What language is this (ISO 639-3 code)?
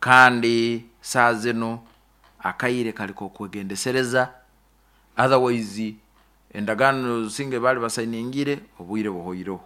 nyo